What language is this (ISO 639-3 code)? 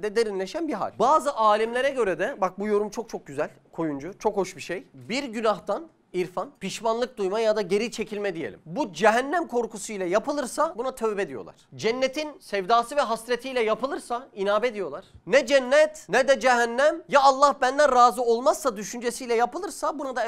tur